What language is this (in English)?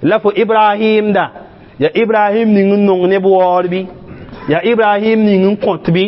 Mossi